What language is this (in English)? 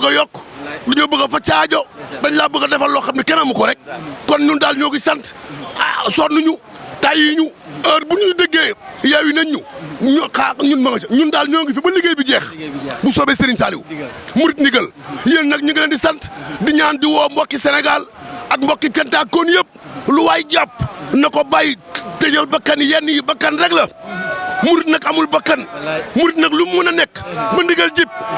Wolof